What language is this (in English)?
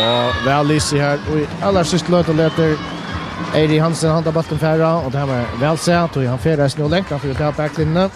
Faroese